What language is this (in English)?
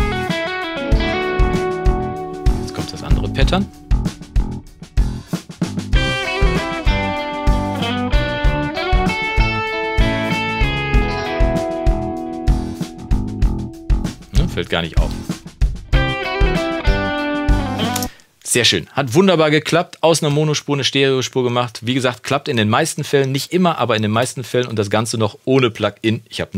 German